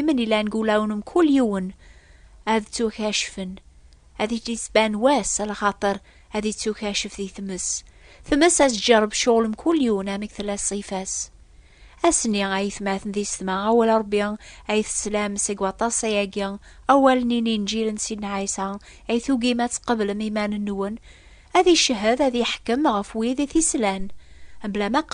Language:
Kabyle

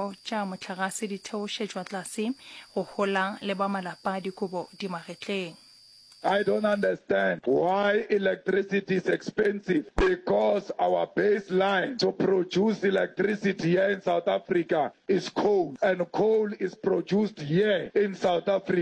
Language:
Northern Sotho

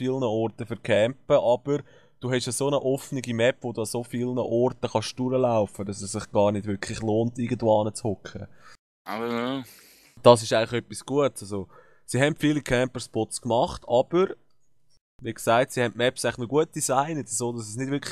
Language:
Swiss German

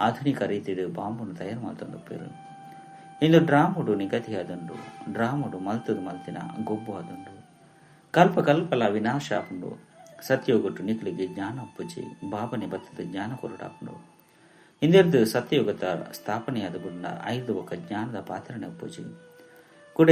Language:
Tulu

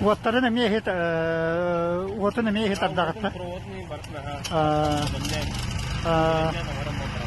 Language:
Yakut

